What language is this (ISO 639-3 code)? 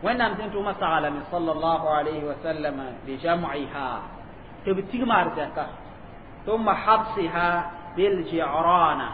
mos